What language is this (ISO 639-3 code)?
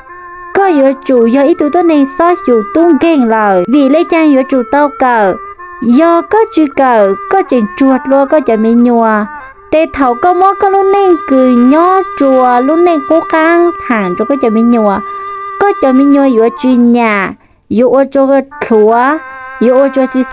hmn